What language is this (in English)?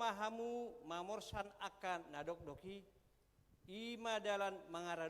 Batak Toba